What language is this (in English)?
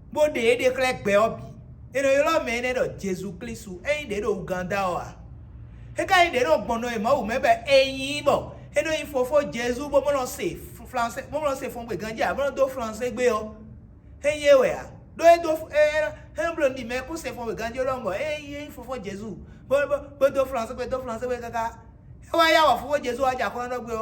Fon